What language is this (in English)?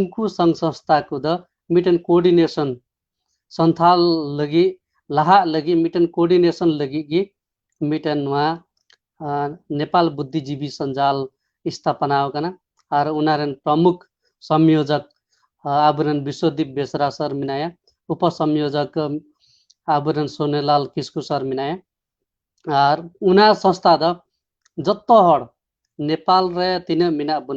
Santali